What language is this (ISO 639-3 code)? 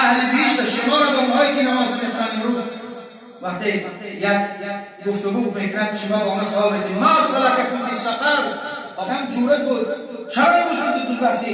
tgk